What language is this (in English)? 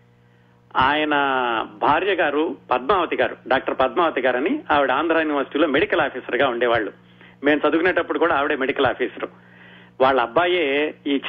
Telugu